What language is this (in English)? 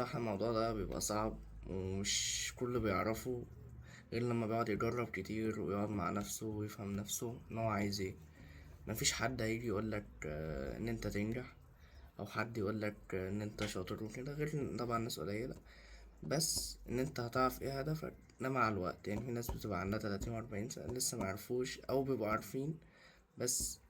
Egyptian Arabic